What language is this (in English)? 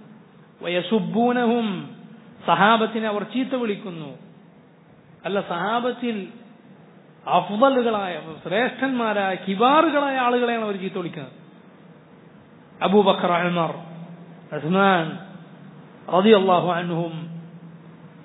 Malayalam